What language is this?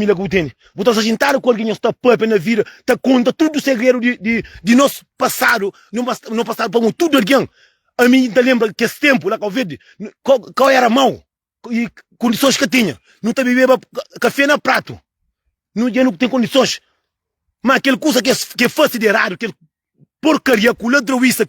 Kabuverdianu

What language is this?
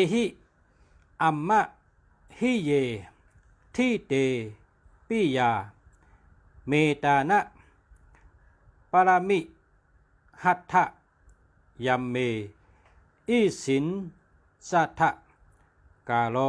Shan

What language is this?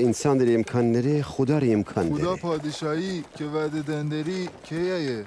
Gilaki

